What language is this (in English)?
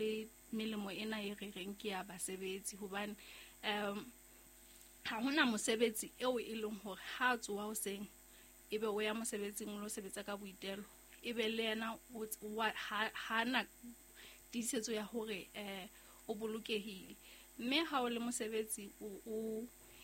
Southern Sotho